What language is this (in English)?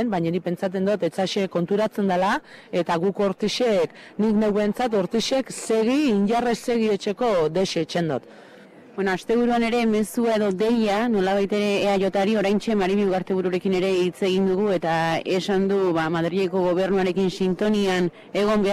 Basque